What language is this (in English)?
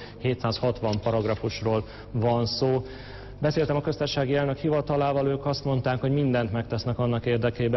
Hungarian